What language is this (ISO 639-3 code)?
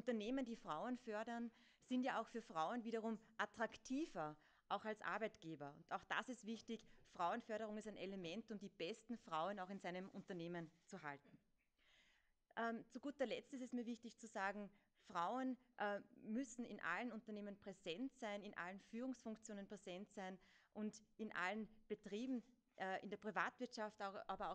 deu